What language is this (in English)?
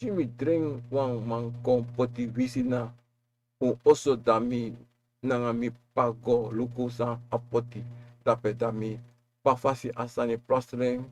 Sranan Tongo